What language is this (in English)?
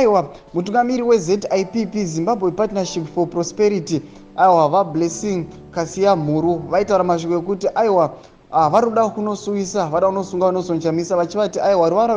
Shona